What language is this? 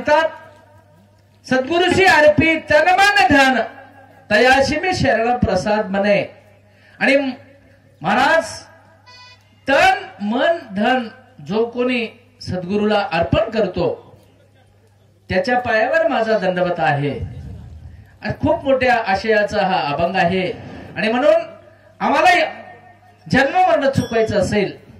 Marathi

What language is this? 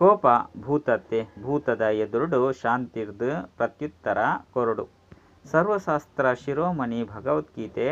Tulu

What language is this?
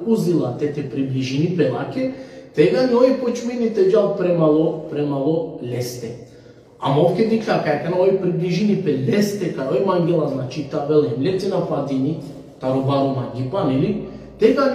Balkan Romani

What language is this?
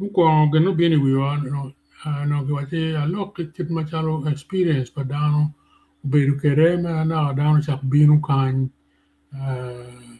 Acoli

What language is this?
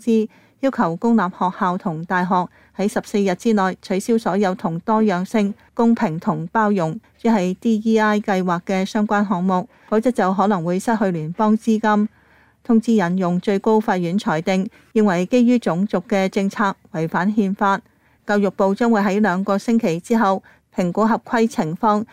Cantonese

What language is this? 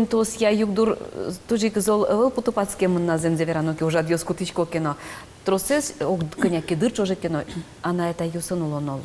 Udmurt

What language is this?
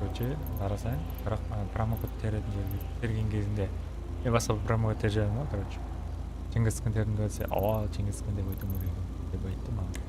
Kara-Kalpak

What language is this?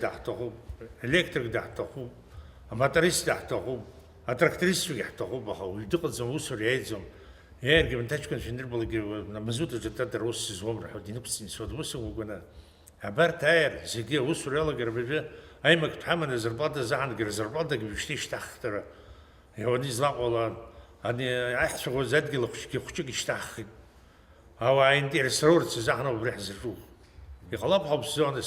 Abkhazian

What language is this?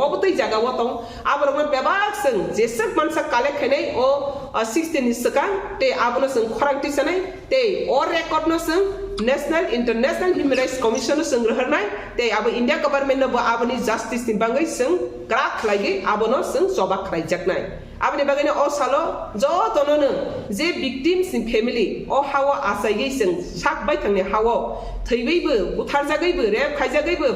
Kok Borok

